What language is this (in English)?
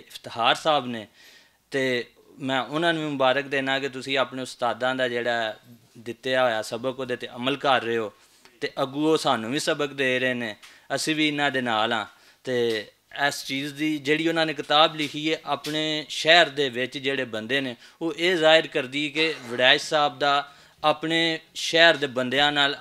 Western Panjabi